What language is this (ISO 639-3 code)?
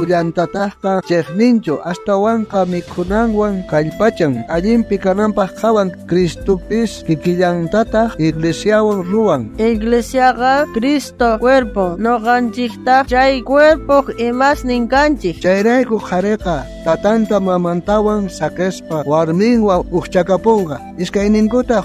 quh